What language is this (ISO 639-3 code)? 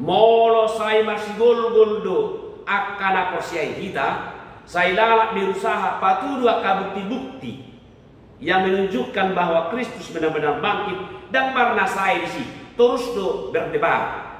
bbc